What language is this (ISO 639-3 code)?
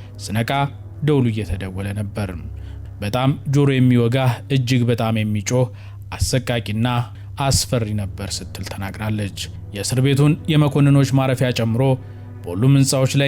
amh